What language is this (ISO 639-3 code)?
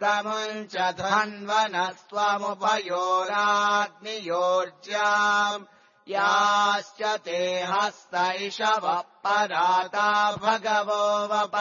san